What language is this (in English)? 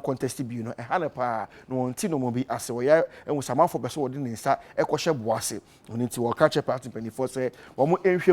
Akan